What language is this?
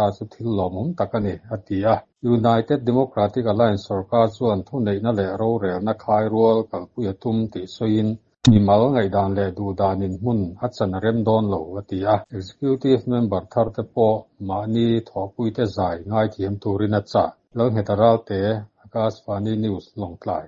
Mizo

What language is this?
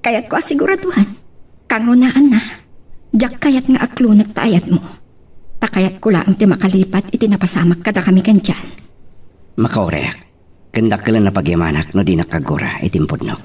Iloko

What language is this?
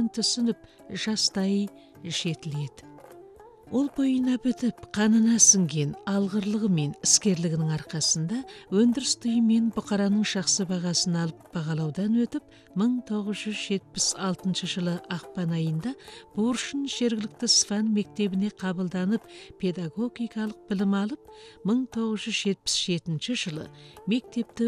Kazakh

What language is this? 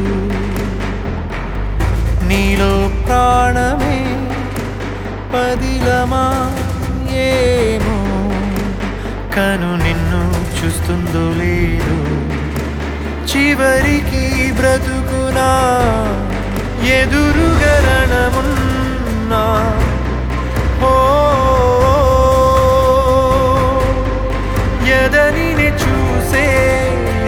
Telugu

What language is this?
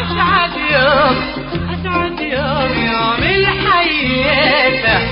Tigre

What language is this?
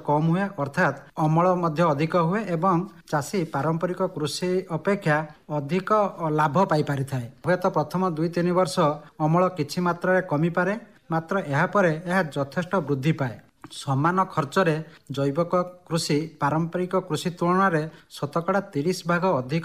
Odia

